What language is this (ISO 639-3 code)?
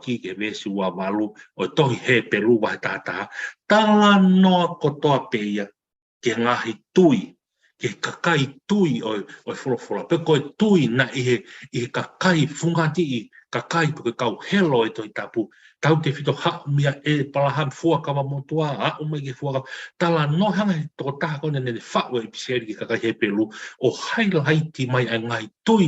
ton